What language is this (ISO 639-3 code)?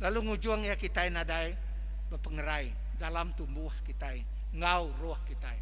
iba